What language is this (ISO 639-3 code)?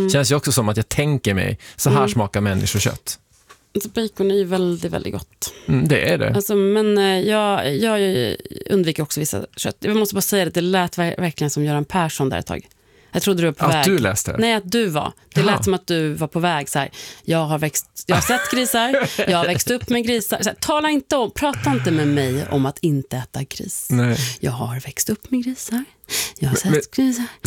swe